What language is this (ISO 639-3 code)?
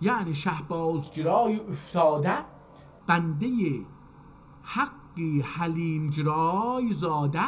azb